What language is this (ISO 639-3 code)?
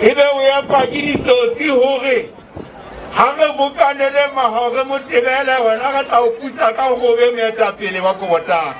sot